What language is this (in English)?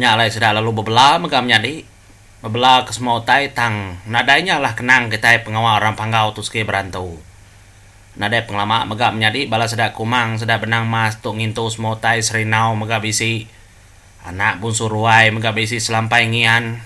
Iban